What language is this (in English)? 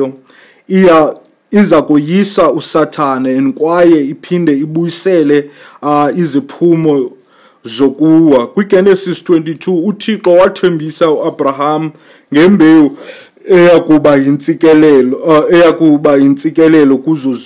Xhosa